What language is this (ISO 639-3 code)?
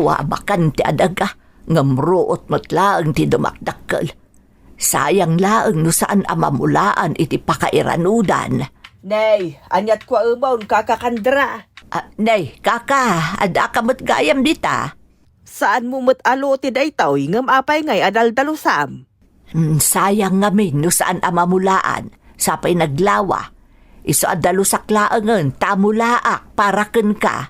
ilo